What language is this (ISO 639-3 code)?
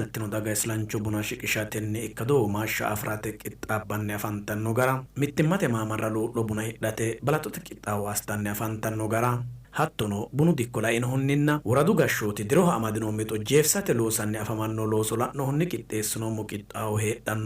sid